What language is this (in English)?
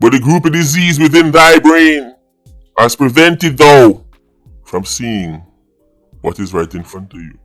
Jamaican Creole English